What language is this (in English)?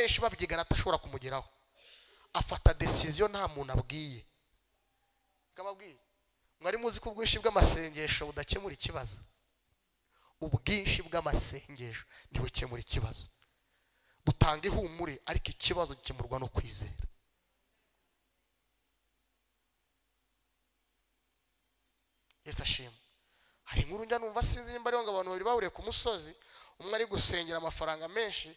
Kinyarwanda